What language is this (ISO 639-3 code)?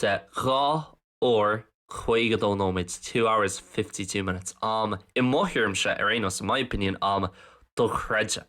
gle